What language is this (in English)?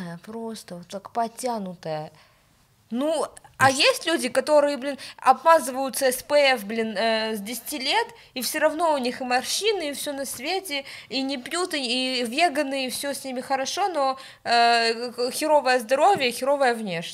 Russian